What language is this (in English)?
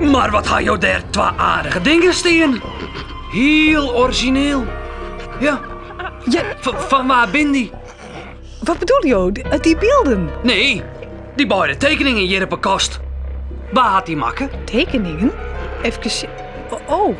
Western Frisian